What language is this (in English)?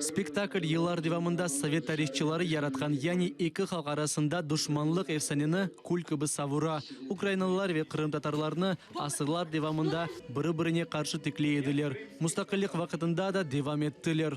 Crimean Tatar